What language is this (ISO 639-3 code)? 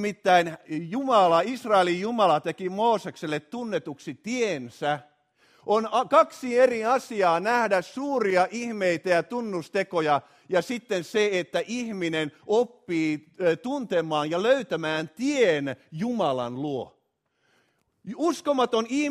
fin